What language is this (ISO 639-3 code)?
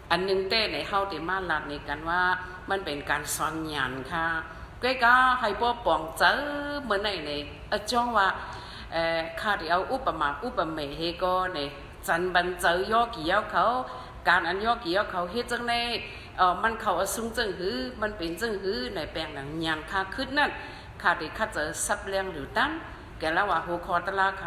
shn